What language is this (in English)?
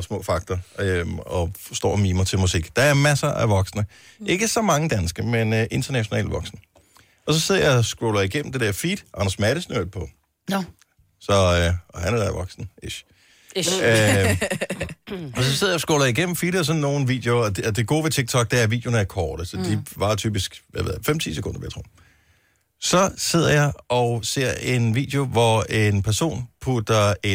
Danish